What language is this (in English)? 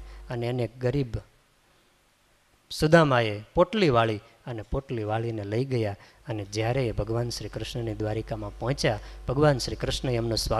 Gujarati